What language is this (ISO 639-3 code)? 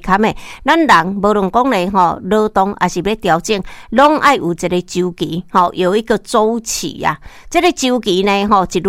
nan